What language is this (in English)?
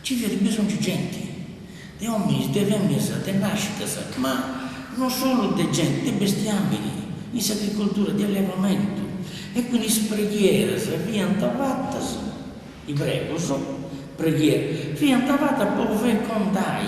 Sardinian